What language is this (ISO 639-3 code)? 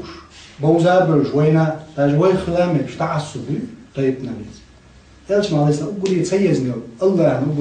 che